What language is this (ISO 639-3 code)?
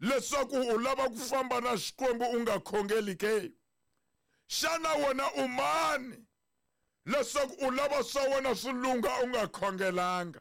tso